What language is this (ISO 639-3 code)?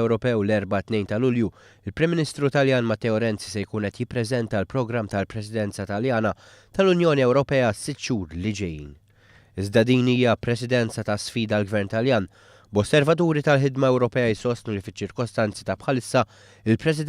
mlt